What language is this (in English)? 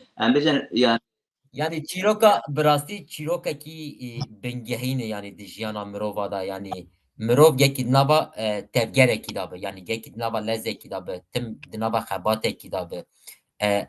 Kurdish